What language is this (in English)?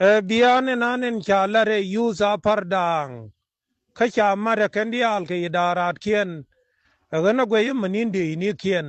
Nuer